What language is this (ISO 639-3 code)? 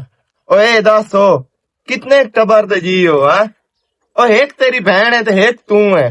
lah